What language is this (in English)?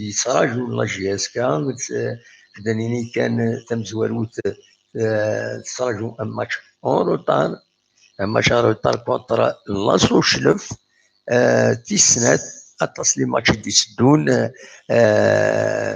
Kabyle